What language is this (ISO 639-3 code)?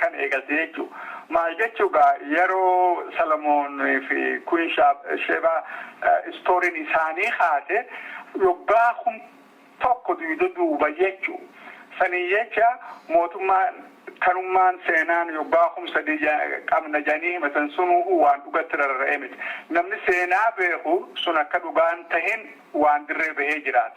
orm